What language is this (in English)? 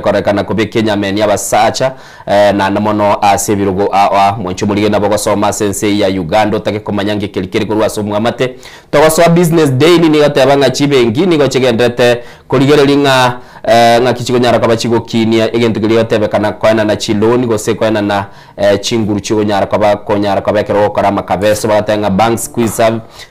Gusii